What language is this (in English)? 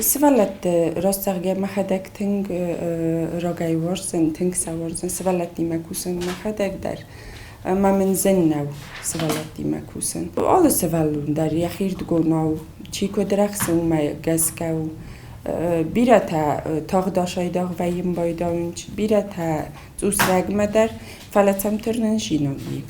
Ossetic